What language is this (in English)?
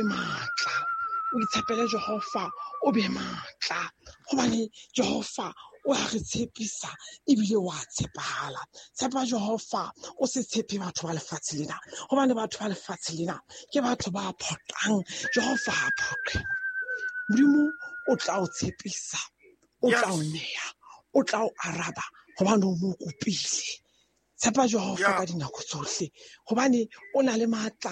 Southern Sotho